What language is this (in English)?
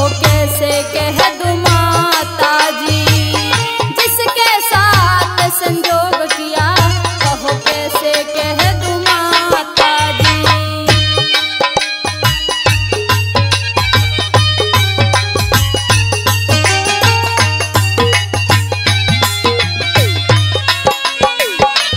Haryanvi